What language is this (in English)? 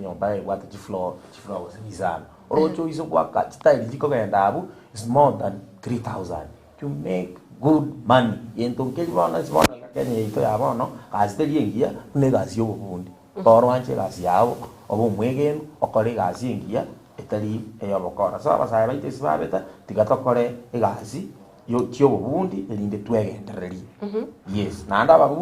Gusii